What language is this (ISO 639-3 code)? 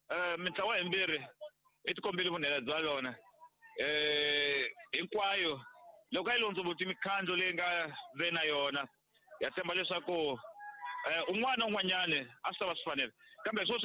tso